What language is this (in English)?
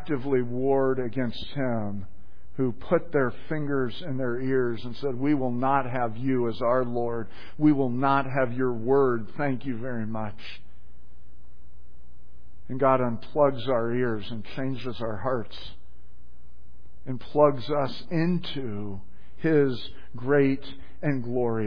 English